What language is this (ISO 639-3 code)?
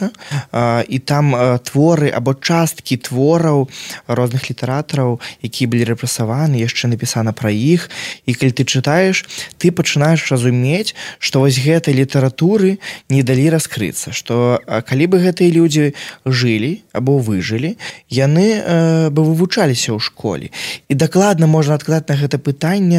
bel